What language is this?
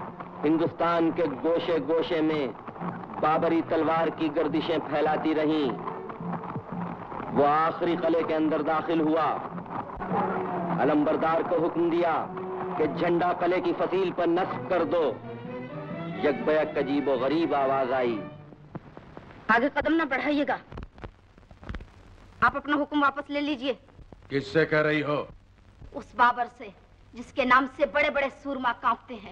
Hindi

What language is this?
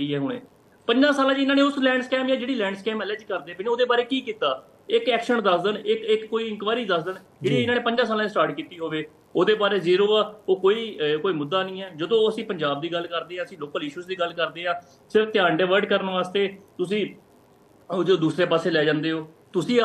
Punjabi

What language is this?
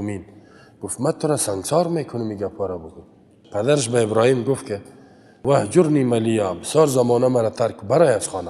Persian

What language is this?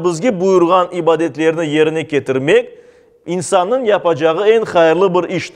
Crimean Tatar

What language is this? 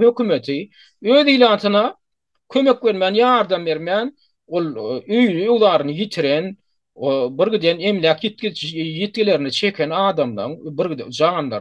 Turkmen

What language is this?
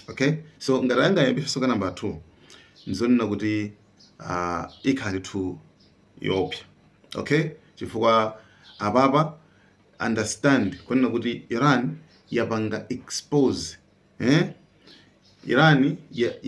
Nyanja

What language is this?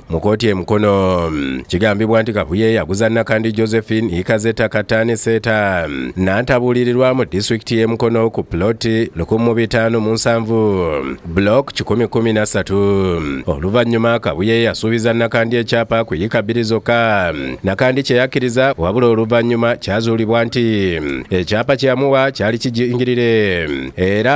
Ganda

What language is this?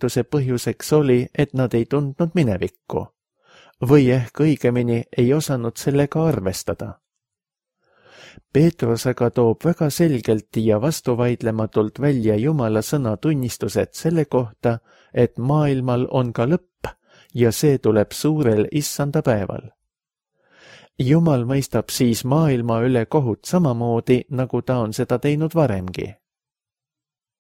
Estonian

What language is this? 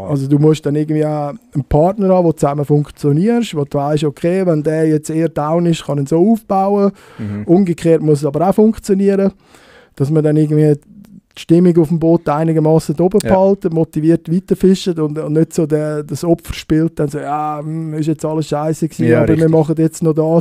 Swiss German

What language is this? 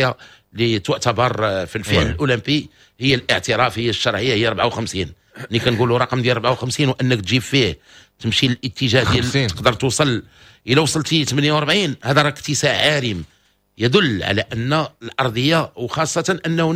Moroccan Arabic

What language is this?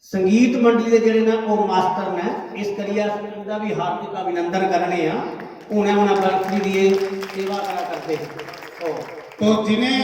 Dogri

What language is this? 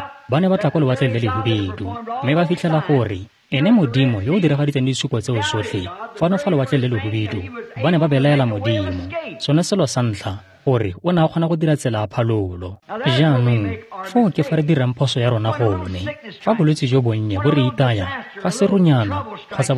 Tswana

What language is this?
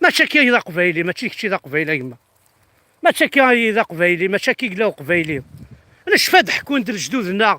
Kabyle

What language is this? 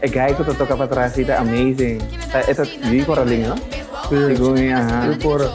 Papiamento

